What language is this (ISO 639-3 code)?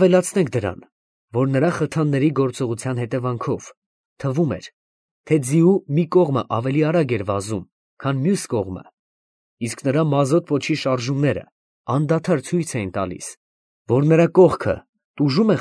hye